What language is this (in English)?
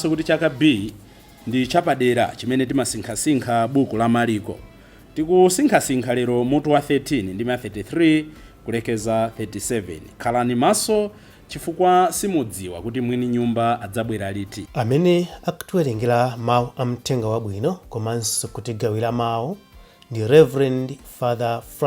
Nyanja